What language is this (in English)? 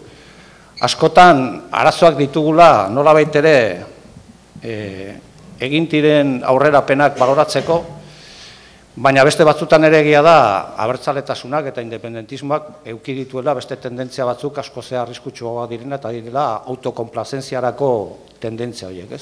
Basque